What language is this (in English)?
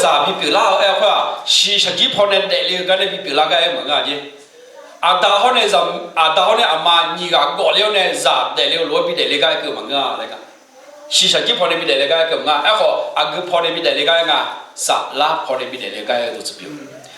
Akha